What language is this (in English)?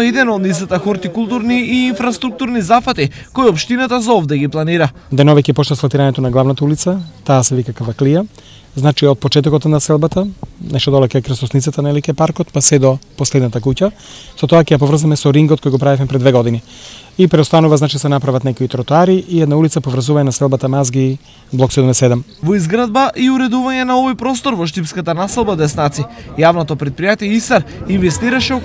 Macedonian